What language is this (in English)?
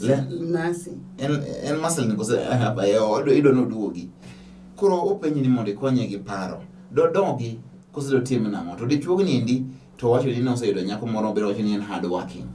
Luo (Kenya and Tanzania)